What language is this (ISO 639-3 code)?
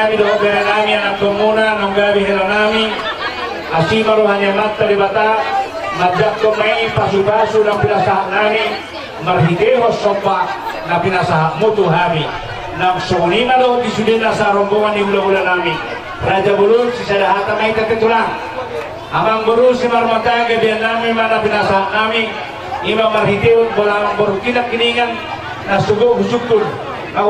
bbc